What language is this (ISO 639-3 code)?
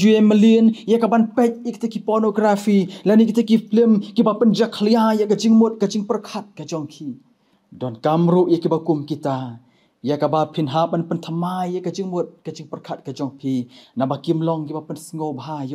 kha